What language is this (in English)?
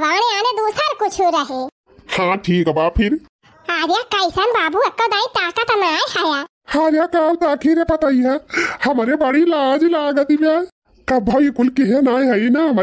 Awadhi